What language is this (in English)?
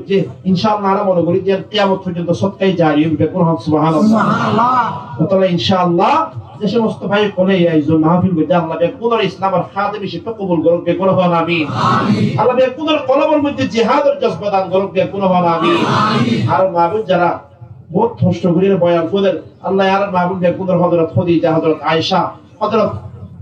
Rohingya